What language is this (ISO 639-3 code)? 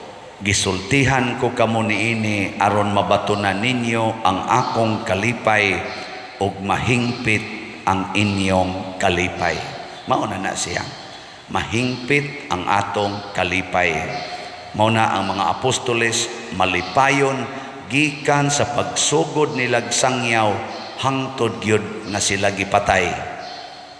ceb